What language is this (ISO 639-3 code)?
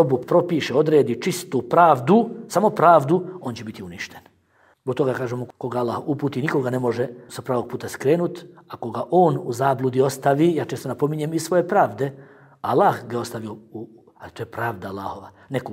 bos